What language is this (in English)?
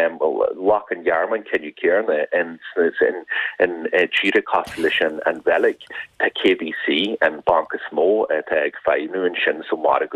Irish